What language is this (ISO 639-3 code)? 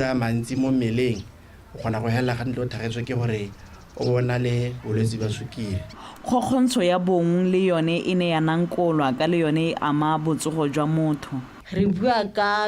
tsn